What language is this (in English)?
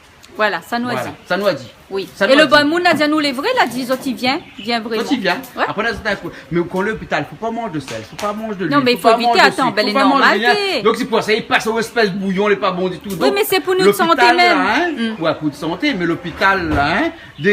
Réunion Creole French